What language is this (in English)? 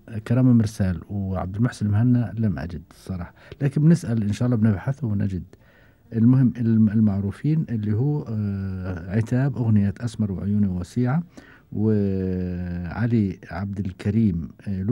Gulf Arabic